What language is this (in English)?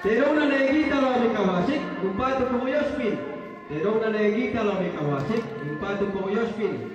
Toraja-Sa'dan